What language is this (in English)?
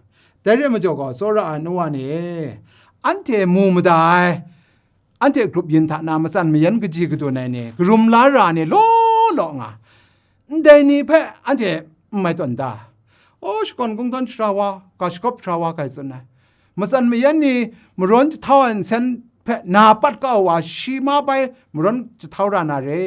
Kachin